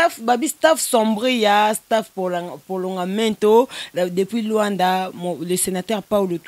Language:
Lingala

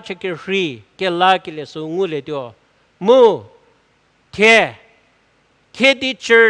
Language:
Angami Naga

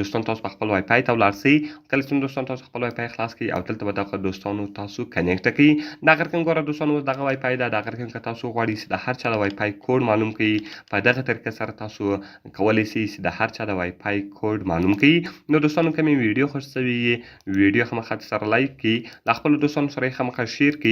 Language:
Pashto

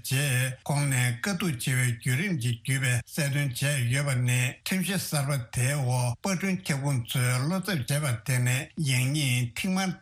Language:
Tibetan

